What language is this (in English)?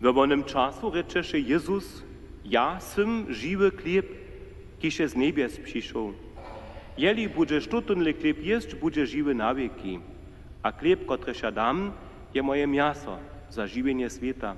Upper Sorbian